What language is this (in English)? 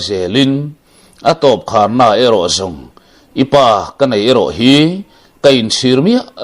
Mizo